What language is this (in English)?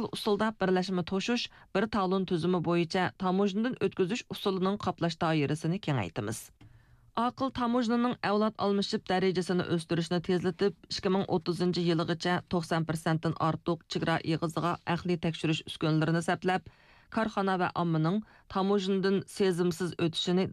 Uyghur